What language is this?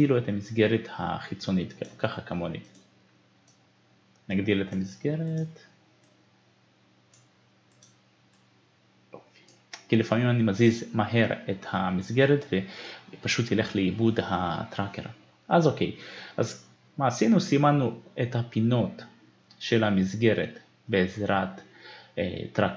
Hebrew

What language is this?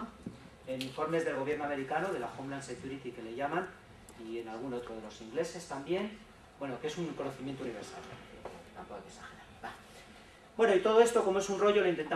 Spanish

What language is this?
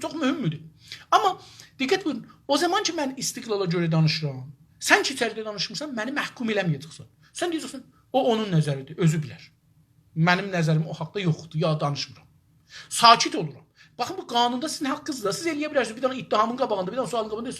South Azerbaijani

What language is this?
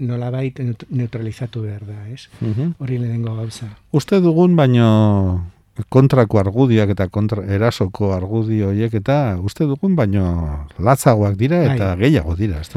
Basque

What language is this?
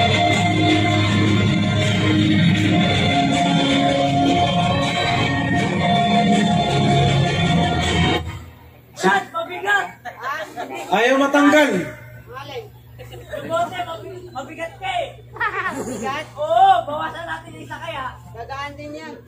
Filipino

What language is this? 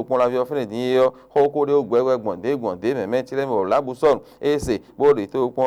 Fon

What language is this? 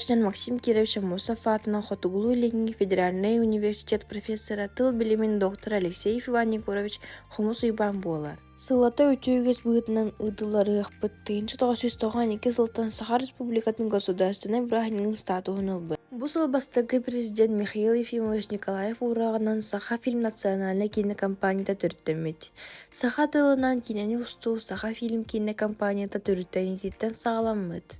Yakut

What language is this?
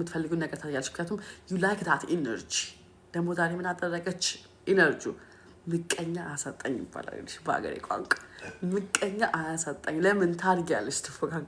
Amharic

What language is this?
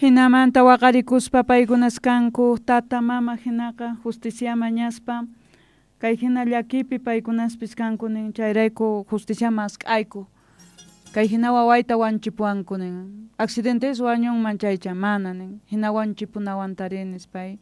South Bolivian Quechua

